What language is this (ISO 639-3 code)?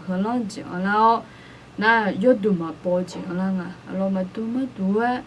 ahk